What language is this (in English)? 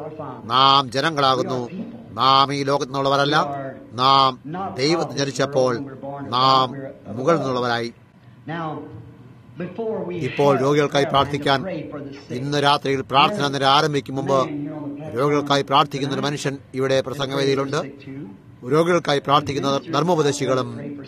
Malayalam